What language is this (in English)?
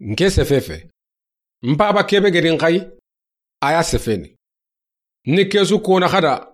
Soninke